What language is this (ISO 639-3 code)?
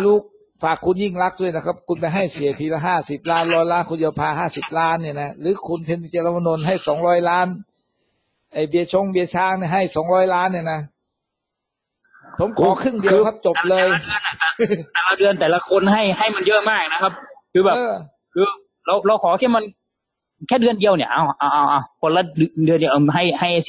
tha